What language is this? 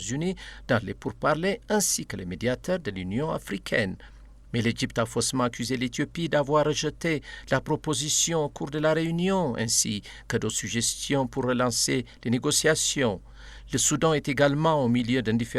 French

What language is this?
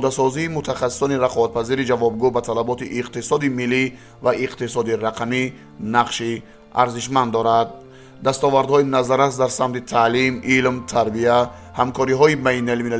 Tajik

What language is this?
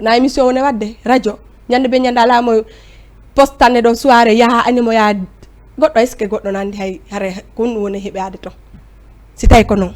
Fula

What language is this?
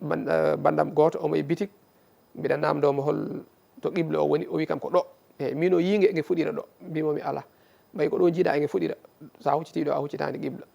Fula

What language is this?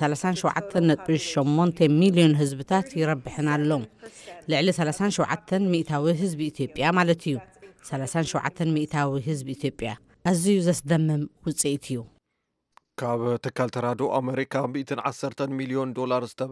Tigrinya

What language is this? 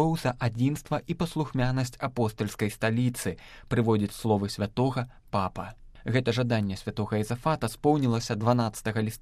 Belarusian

